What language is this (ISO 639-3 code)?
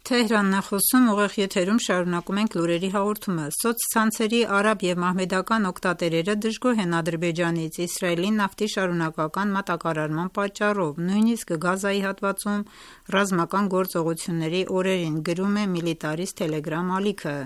hye